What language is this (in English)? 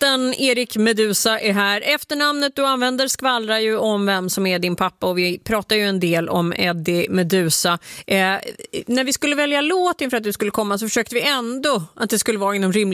Swedish